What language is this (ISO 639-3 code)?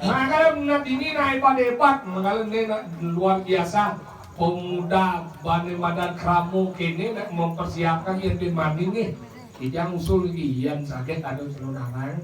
ban